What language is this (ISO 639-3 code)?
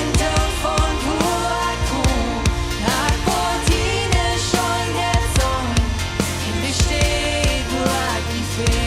pdt